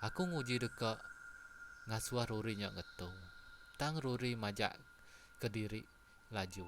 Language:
Iban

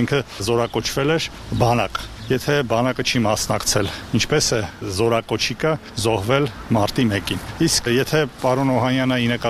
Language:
Armenian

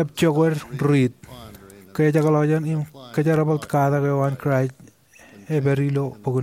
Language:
Marshallese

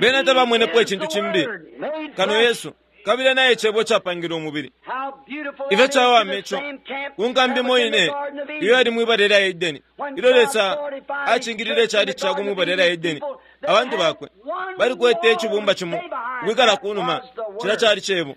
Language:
Bemba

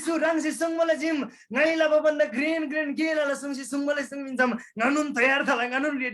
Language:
Eastern Tamang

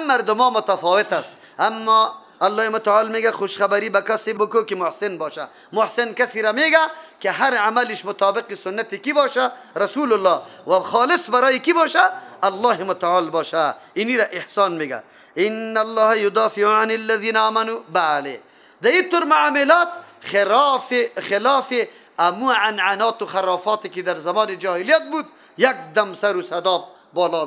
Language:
Persian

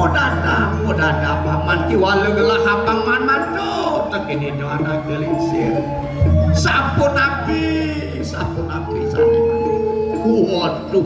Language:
Balinese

